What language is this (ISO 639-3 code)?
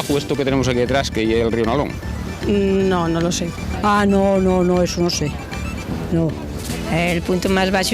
ast